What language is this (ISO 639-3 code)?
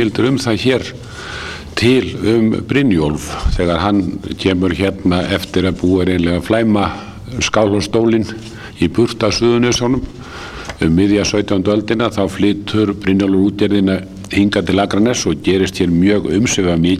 isl